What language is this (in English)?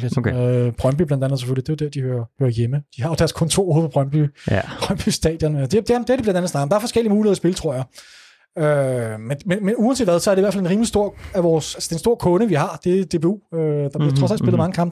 Danish